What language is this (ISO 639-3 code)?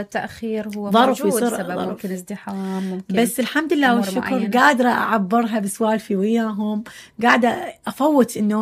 acm